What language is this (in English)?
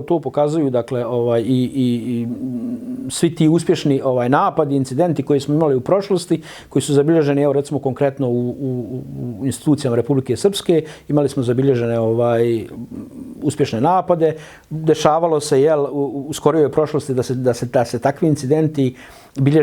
Bosnian